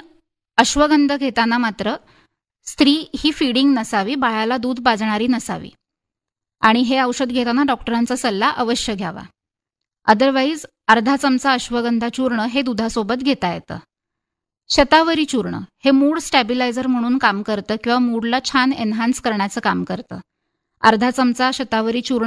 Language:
Marathi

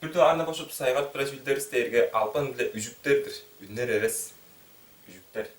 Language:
Tuvinian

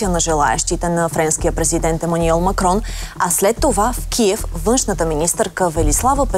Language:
Bulgarian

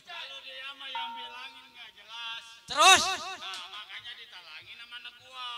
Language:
Betawi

